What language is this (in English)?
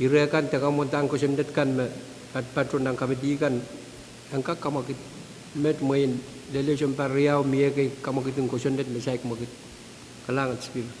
Pohnpeian